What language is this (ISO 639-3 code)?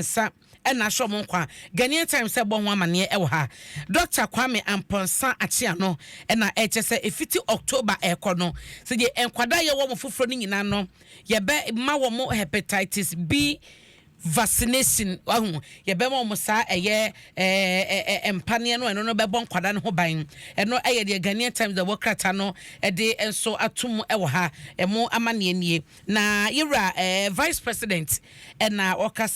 aka